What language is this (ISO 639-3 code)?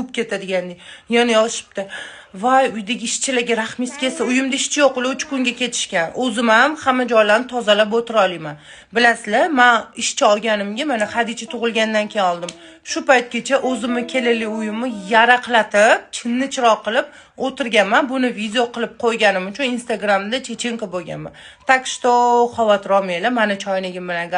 uzb